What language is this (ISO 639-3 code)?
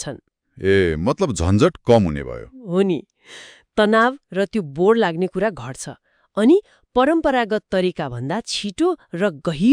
nep